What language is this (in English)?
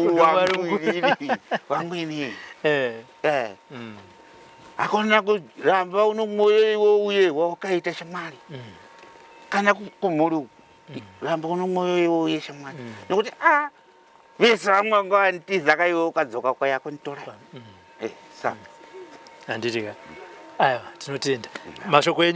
Shona